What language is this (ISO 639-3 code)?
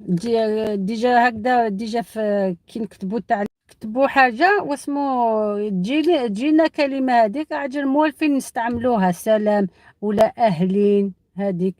arq